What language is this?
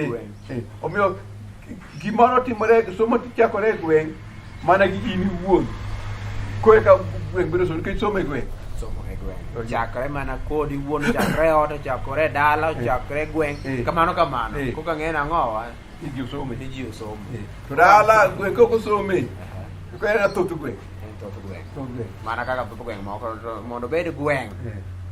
Luo (Kenya and Tanzania)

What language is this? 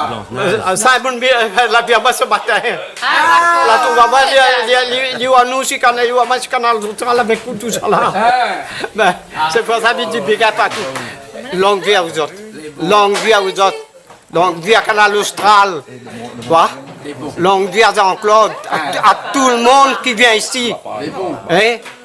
Réunion Creole French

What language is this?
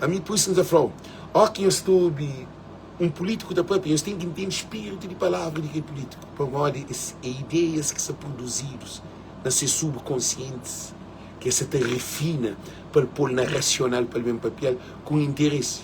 Kabuverdianu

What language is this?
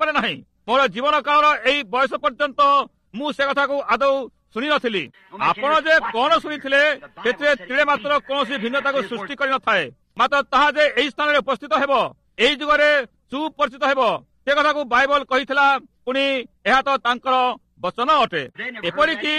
Odia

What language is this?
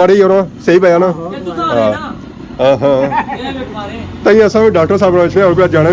Pahari-Potwari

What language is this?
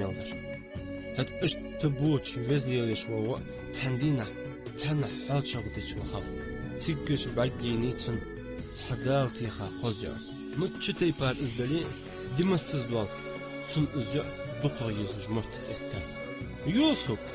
Ingush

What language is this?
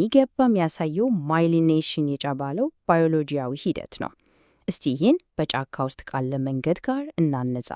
Amharic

